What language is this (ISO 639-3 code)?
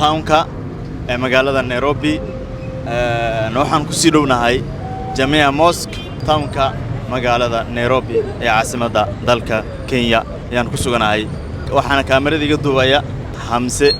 som